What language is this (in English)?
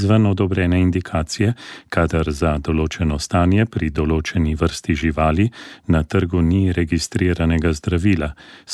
Slovenian